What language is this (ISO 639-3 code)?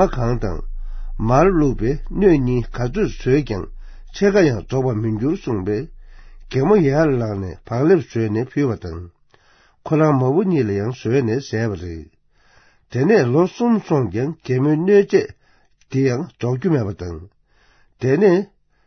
bod